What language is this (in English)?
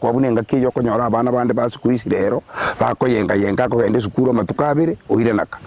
Gusii